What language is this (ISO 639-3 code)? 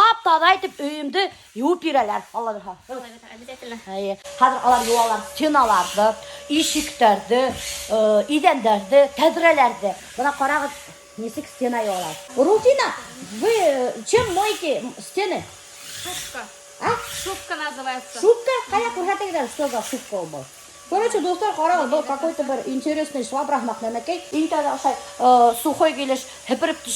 bak